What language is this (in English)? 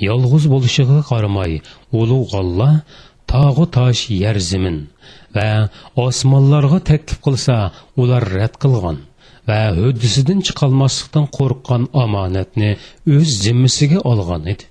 Uyghur